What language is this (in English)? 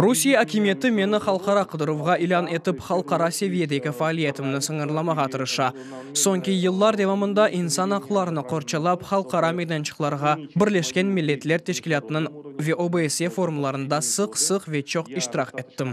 Crimean Tatar